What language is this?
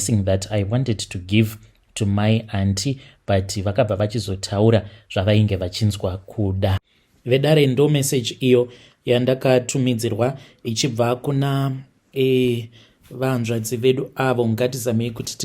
Shona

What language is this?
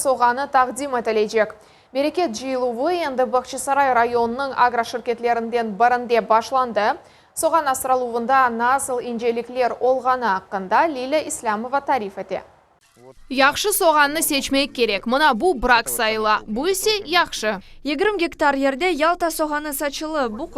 Crimean Tatar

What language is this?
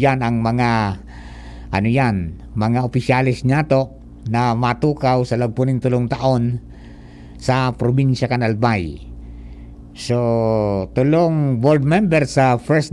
Bikol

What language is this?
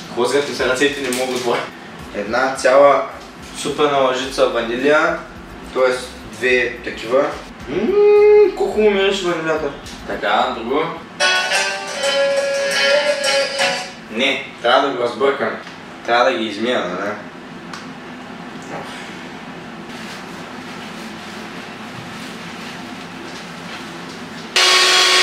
Bulgarian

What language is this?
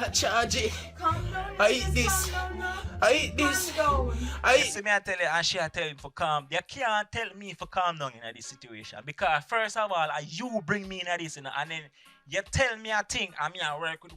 Jamaican Creole English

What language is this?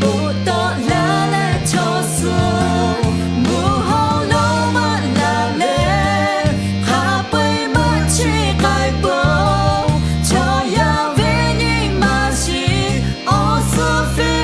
Lahu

